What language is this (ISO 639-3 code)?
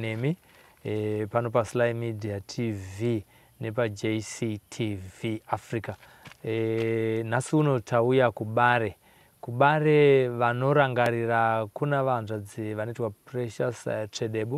sna